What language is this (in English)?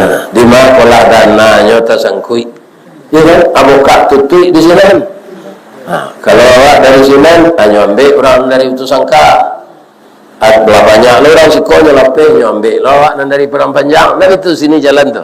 Minangkabau